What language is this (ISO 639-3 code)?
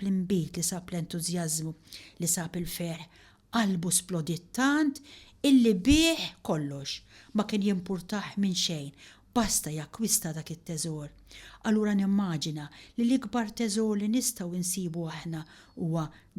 mlt